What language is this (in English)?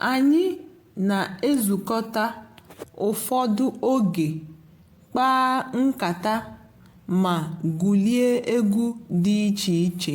Igbo